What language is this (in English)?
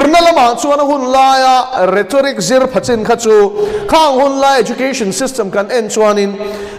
Mizo